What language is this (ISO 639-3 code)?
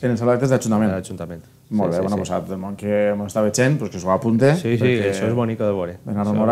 cat